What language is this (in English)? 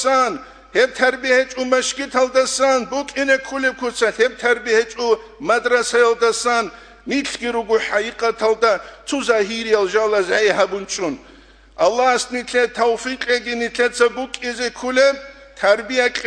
Avaric